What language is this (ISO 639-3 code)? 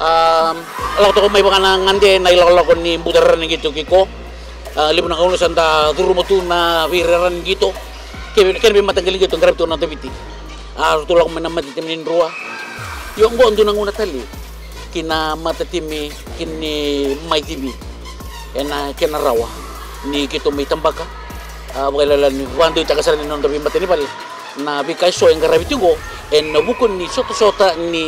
fij